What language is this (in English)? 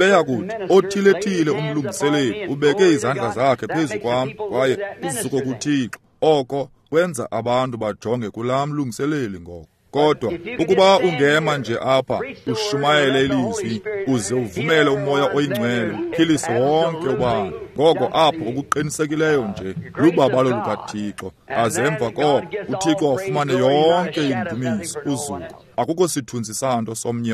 Xhosa